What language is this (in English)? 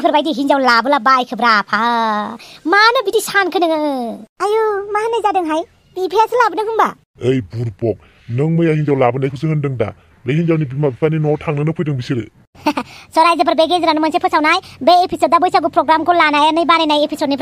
Bodo